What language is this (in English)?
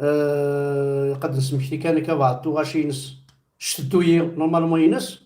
Kabyle